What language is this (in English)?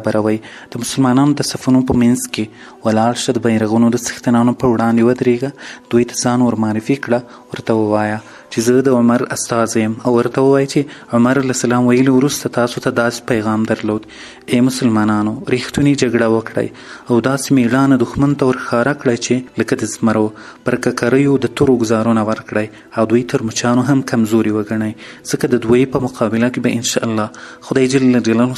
Pashto